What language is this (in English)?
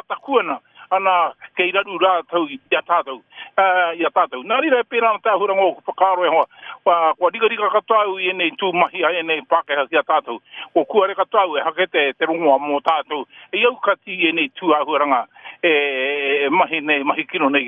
Māori